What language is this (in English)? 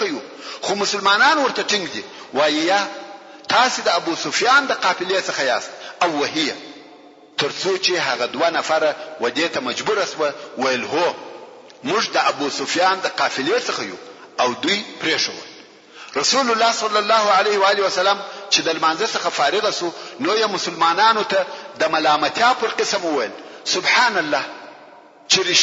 Pashto